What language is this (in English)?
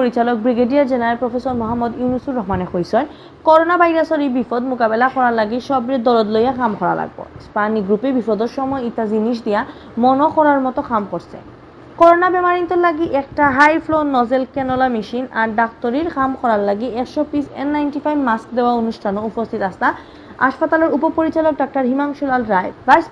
Sylheti